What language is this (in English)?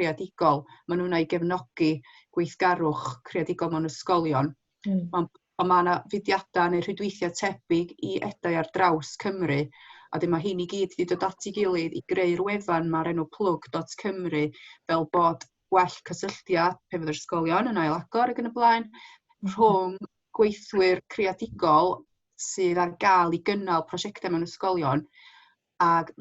Welsh